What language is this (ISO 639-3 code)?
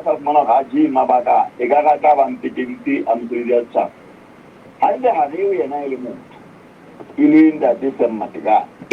sot